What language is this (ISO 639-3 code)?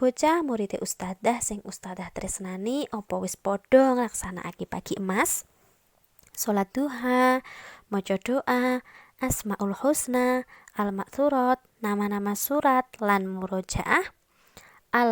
jav